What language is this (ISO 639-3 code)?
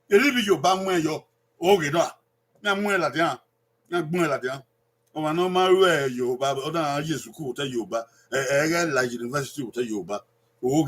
bin